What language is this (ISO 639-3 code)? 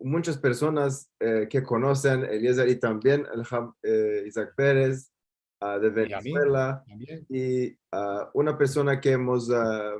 lad